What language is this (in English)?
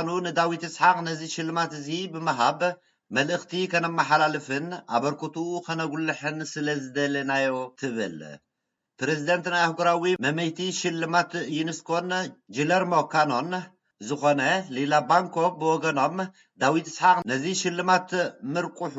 Tigrinya